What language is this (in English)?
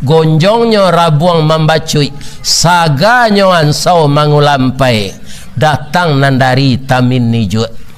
Minangkabau